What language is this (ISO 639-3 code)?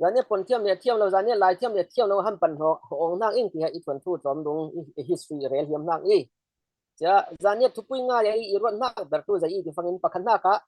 cfm